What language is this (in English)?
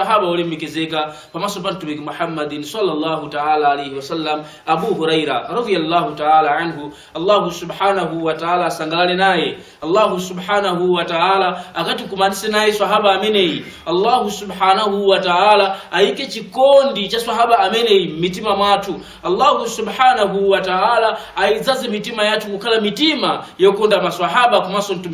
Nyanja